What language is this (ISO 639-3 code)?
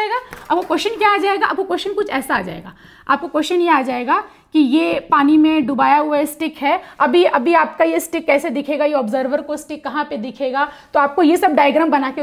hin